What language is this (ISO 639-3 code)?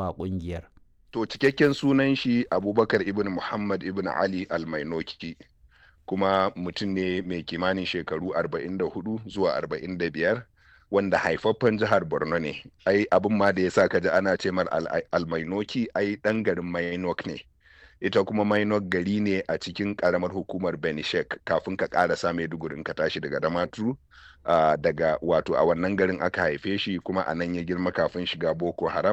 hau